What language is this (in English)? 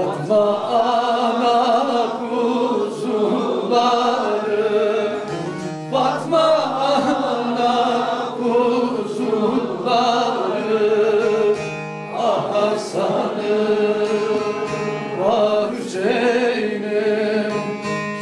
Turkish